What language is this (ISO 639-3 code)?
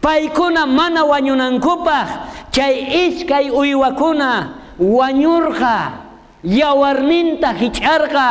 quh